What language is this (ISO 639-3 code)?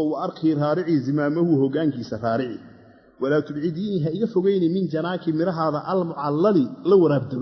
som